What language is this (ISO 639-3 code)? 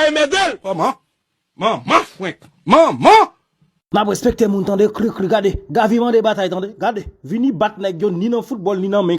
hat